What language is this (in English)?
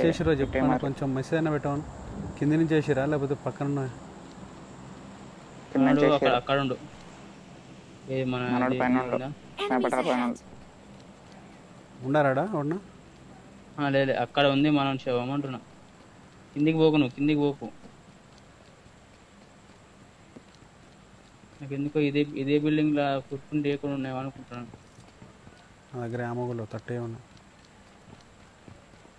Telugu